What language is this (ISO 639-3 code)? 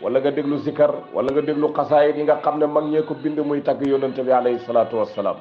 wol